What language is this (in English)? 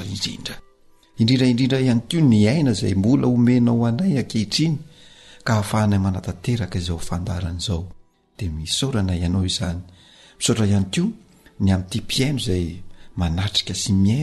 Malagasy